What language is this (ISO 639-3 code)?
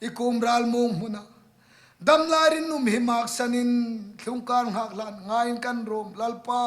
hmr